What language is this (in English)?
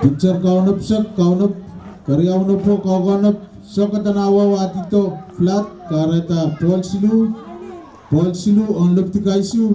Pohnpeian